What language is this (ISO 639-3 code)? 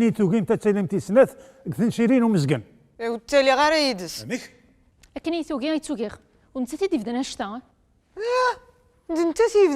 kab